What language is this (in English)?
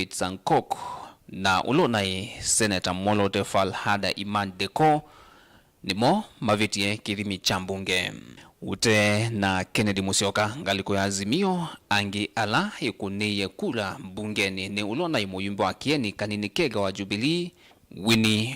Kamba